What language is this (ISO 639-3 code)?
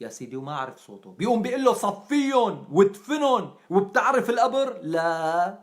apc